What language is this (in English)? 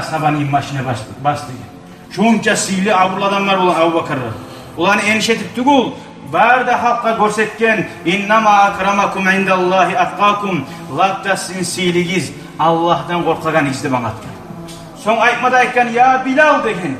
Kumyk